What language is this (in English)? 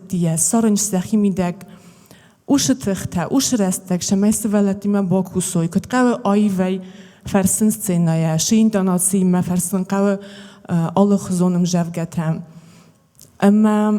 Ossetic